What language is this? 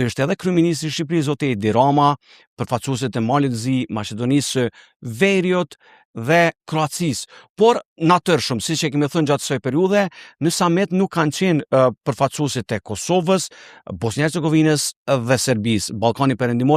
Albanian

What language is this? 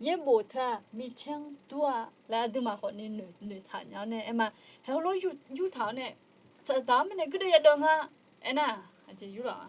Akha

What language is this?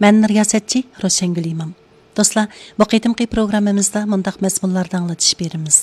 Uyghur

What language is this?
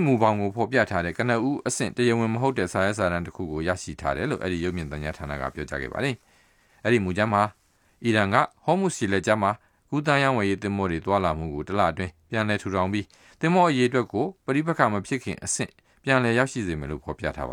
Burmese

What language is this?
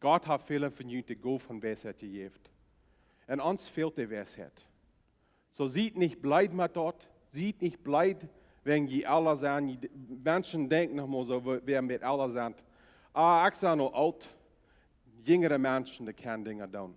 Plautdietsch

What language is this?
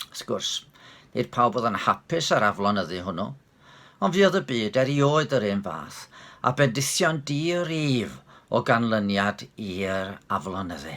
Welsh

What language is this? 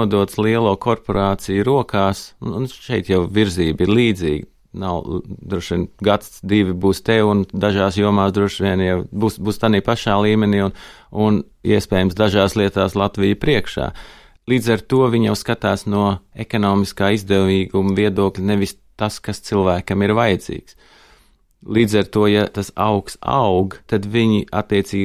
Latvian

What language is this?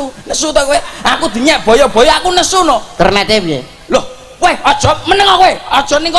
Javanese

